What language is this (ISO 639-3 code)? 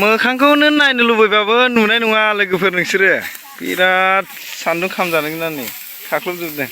brx